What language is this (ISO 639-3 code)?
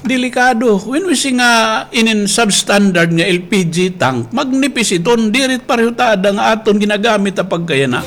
war